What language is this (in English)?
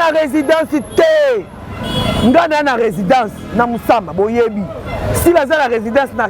Lingala